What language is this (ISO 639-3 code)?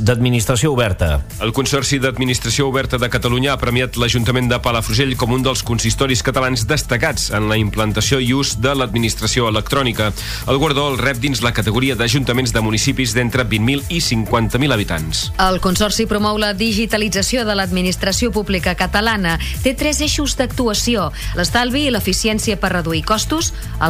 cat